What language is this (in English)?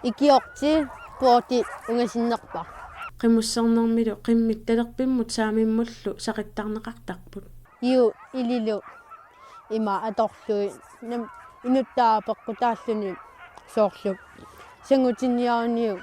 Kalaallisut